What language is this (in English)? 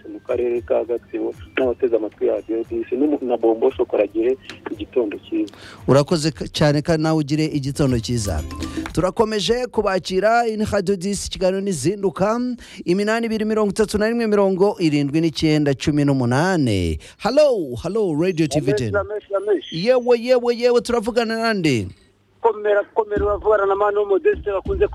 Kinyarwanda